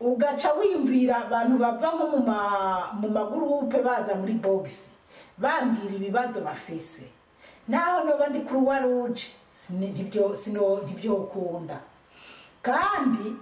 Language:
Rundi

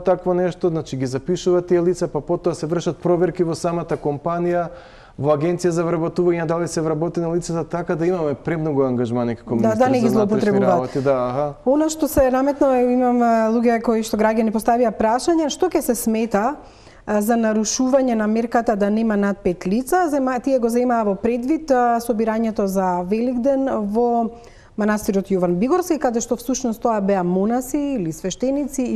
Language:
Macedonian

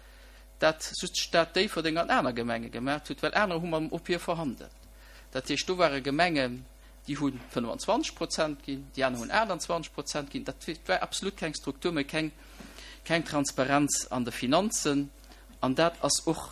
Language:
Luxembourgish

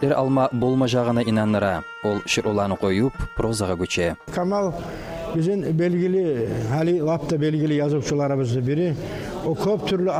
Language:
Kumyk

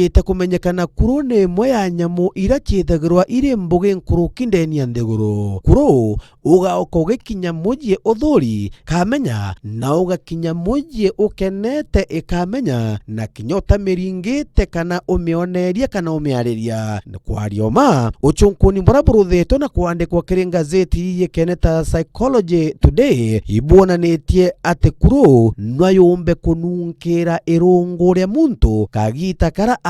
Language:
Meru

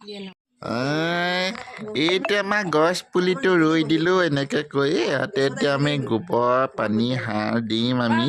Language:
Assamese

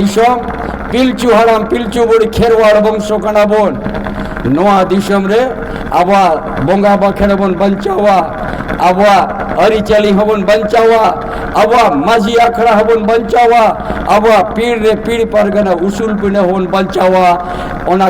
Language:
Santali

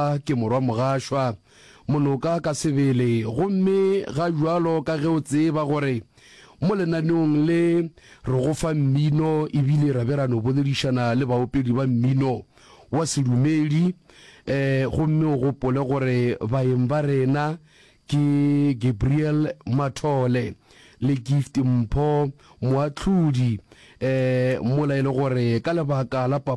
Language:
Northern Sotho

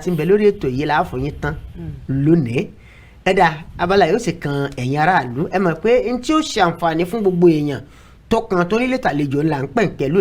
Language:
Yoruba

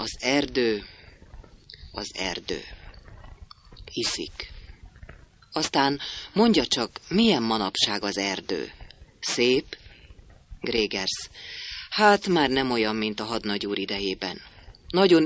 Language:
Hungarian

